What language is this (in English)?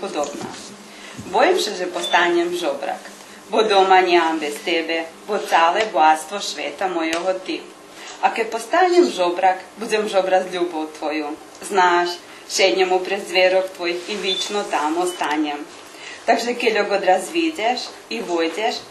Rusyn